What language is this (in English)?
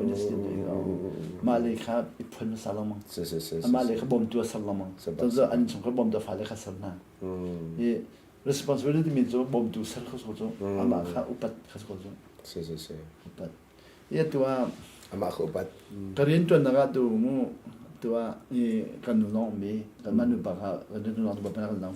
Hakha Chin